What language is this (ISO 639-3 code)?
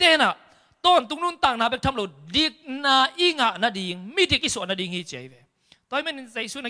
tha